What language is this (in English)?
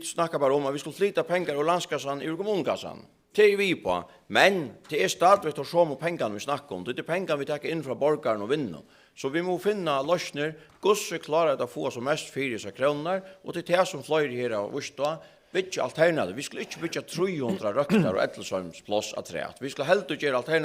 Faroese